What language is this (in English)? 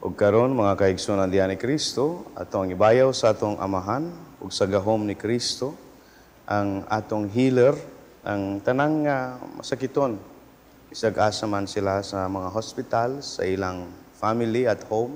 Cebuano